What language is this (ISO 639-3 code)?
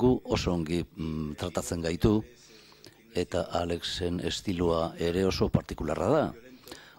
eus